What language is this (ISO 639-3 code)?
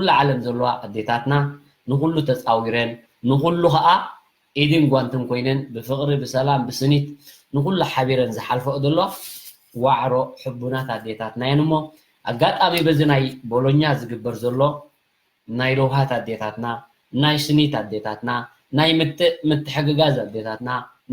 tir